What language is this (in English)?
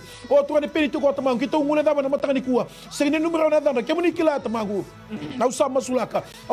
Fijian